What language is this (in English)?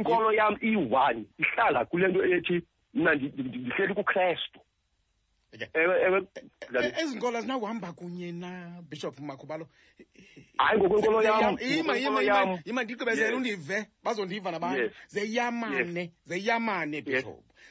Xhosa